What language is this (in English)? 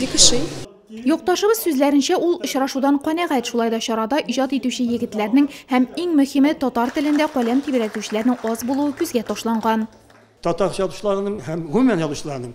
Tatar